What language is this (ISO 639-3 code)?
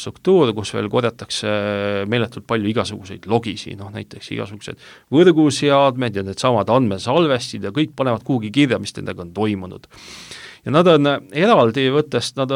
est